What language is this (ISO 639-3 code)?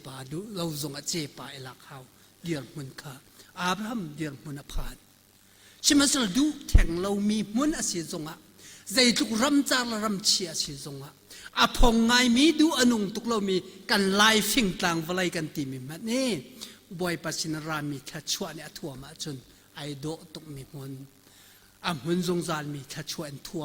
cnh